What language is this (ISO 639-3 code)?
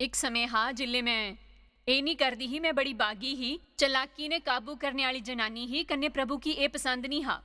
doi